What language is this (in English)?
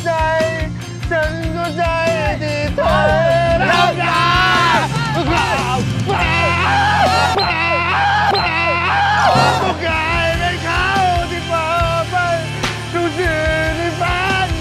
Thai